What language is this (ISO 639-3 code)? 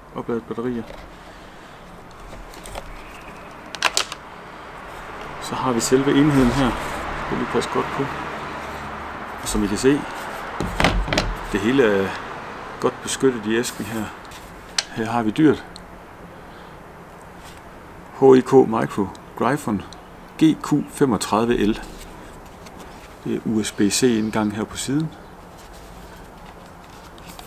dan